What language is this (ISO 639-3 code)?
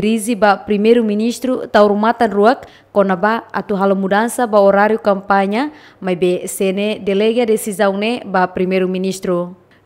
tet